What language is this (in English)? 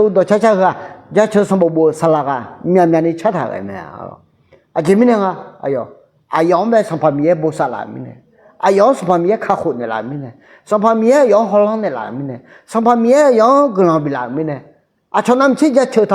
Akha